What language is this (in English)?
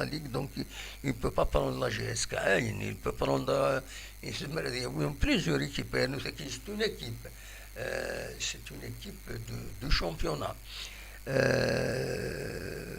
Kabyle